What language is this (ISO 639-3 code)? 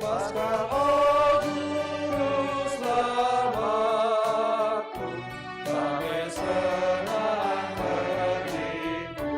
btx